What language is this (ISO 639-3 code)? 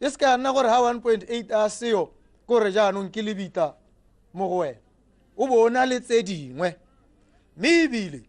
tsn